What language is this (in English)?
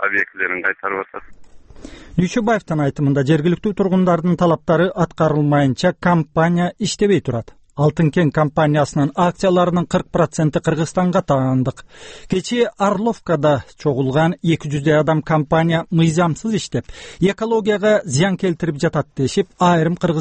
Kyrgyz